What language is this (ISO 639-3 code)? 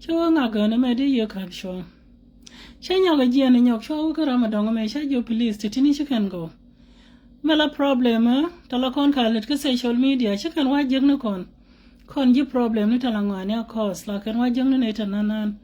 nus